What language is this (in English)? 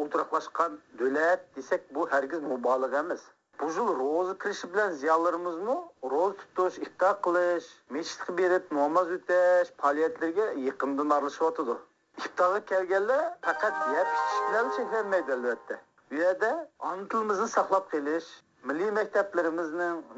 Uyghur